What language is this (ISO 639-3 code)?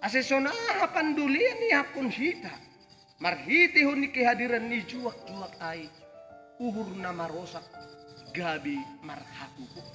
bts